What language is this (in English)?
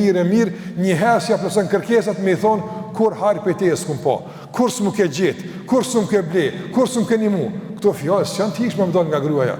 Albanian